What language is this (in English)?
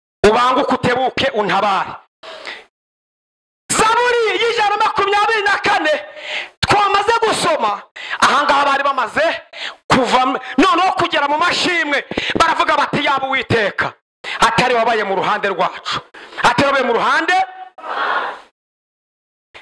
Kinyarwanda